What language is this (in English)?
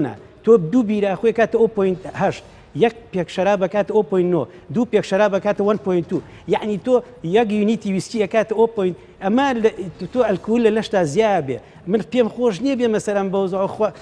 Central Kurdish